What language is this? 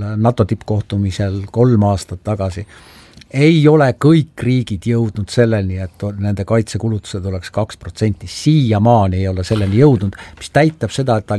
Estonian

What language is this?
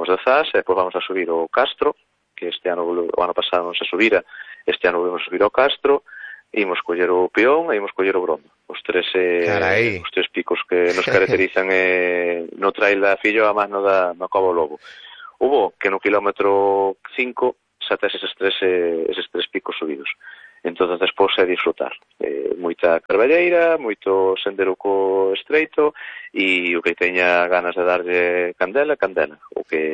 Galician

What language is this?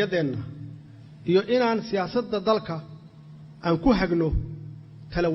Somali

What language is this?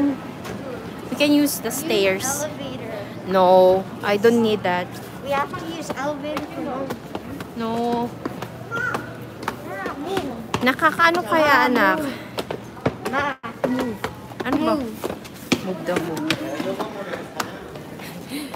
Filipino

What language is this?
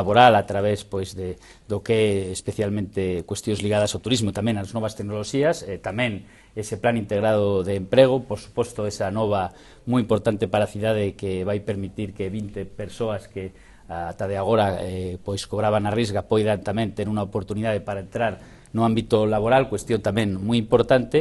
Galician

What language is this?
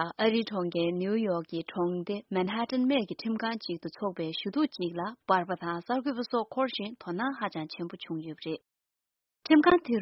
Tibetan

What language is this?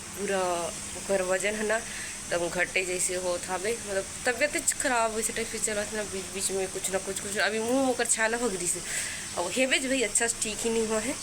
Chhattisgarhi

